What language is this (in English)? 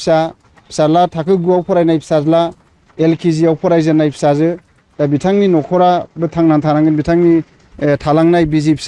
Bodo